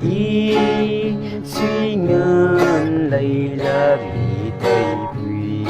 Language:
Maram Naga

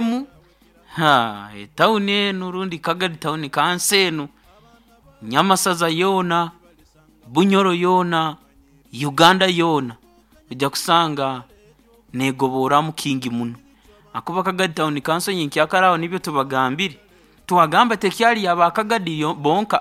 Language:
Nyoro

